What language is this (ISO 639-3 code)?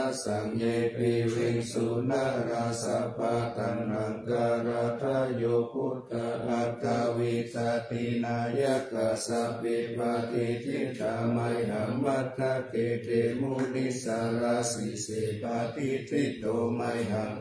pli